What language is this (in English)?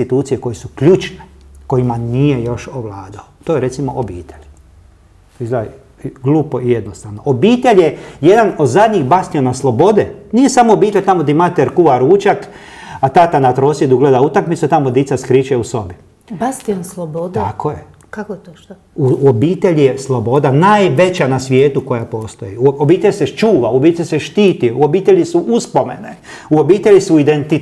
Croatian